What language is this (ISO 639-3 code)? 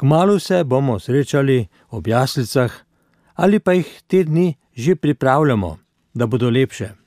slv